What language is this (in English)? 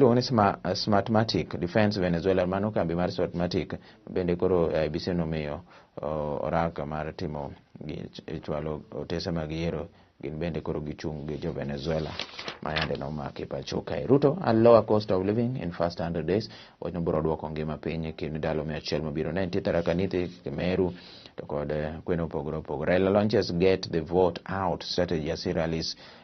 Luo (Kenya and Tanzania)